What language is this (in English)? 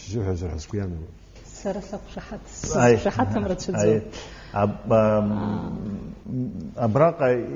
Abkhazian